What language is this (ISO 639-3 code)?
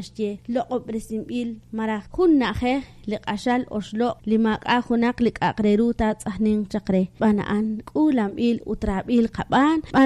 kek